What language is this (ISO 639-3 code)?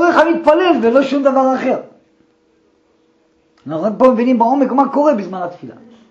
heb